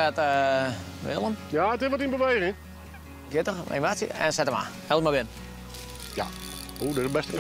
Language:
Western Frisian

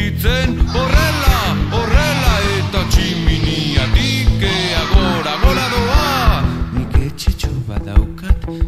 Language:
Basque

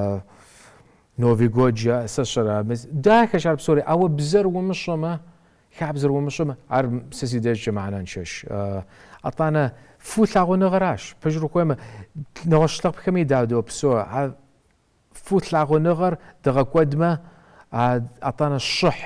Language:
Kabardian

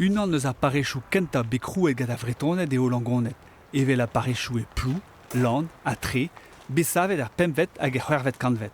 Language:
Breton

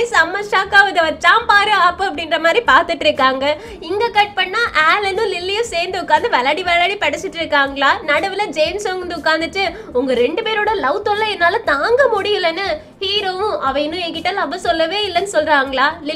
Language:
Tamil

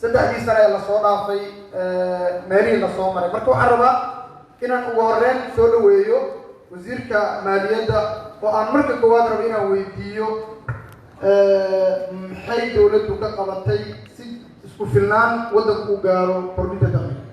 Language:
Somali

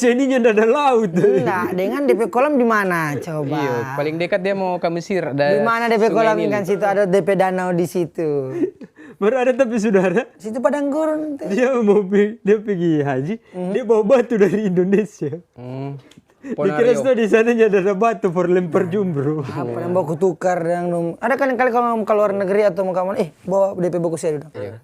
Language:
Manado Malay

